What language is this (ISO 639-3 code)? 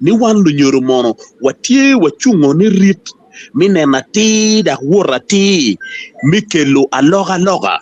ach